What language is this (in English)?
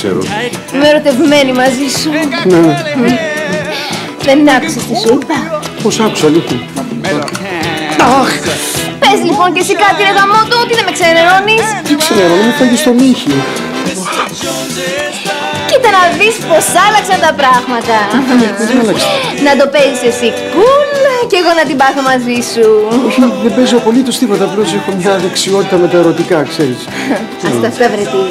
Greek